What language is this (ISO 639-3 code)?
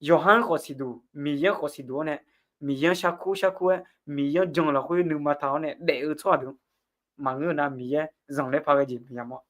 ahk